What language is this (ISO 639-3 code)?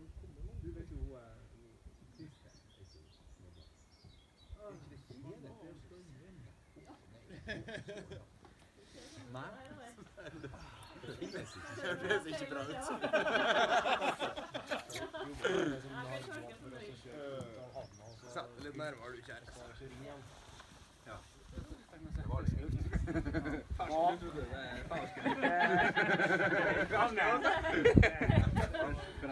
nor